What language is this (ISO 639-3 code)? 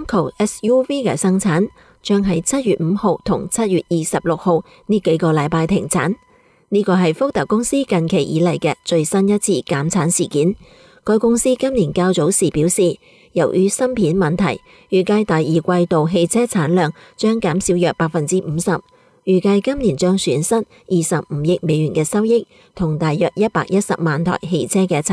yue